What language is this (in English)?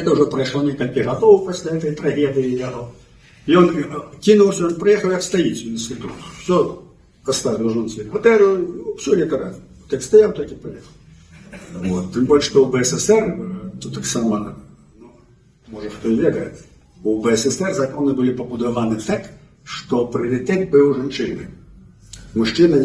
Belarusian